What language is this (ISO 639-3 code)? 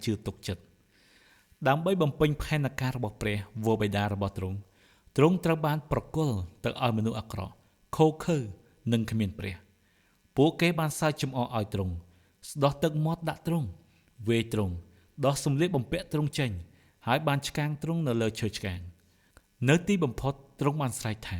khm